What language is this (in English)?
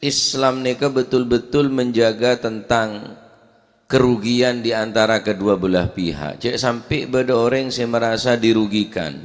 Madurese